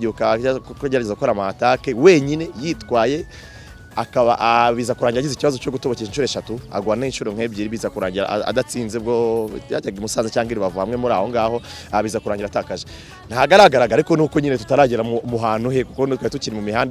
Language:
Kinyarwanda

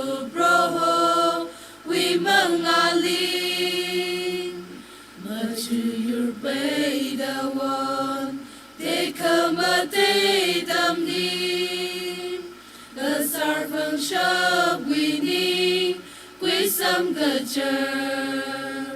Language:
Tangkhul Naga (India)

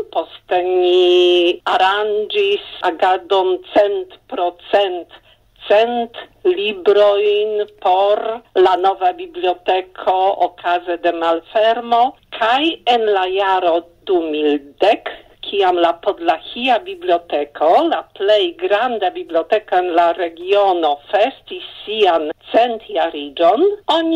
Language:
Esperanto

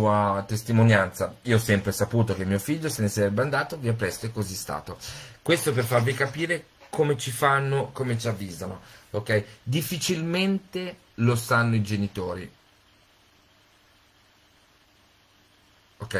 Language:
Italian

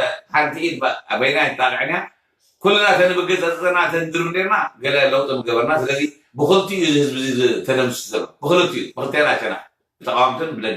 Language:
Tigrinya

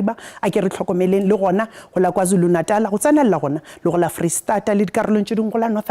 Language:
Northern Sotho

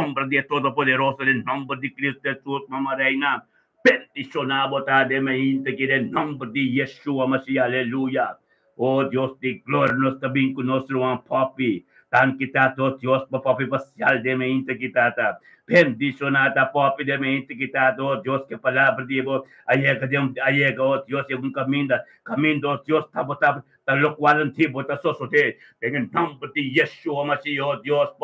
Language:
Papiamento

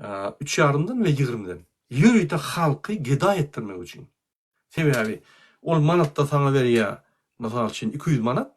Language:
Turkmen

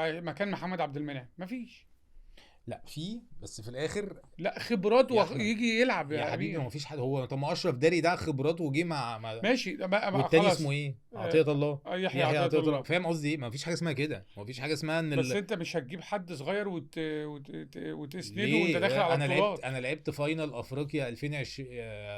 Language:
Egyptian Arabic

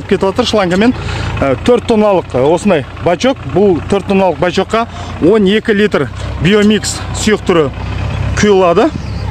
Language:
Kazakh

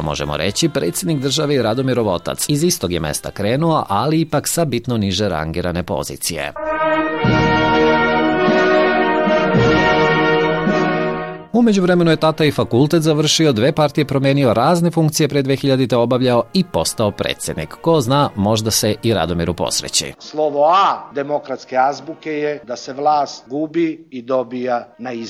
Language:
Serbian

